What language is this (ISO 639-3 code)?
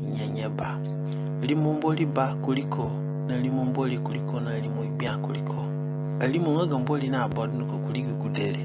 zne